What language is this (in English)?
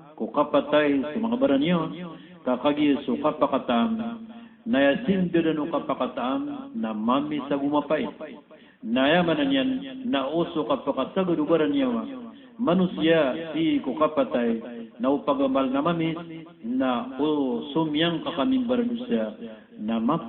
Maranao